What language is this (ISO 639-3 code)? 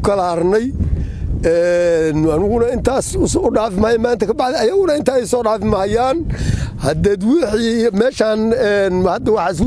som